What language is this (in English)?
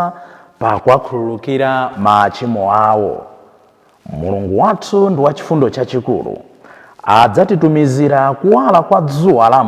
Nyanja